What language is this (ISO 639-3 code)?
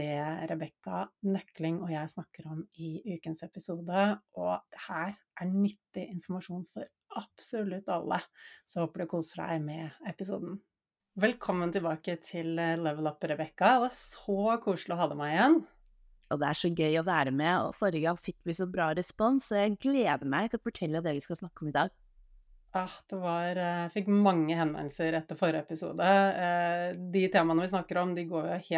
nor